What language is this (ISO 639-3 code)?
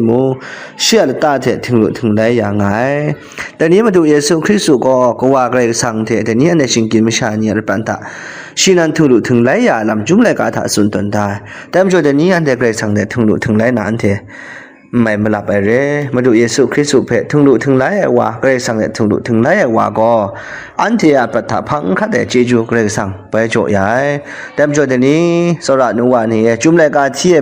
kac